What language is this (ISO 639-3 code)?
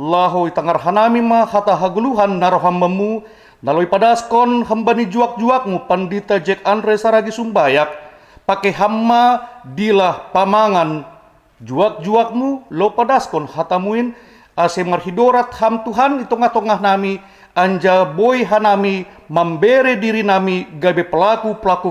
bts